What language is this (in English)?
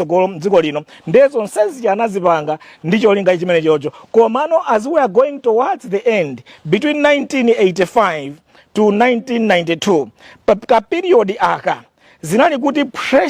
Nyanja